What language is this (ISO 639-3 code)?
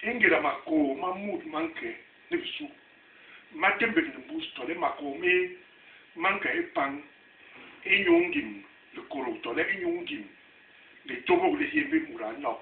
bas